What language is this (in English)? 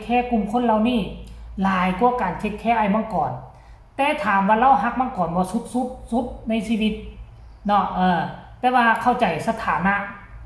Northeastern Thai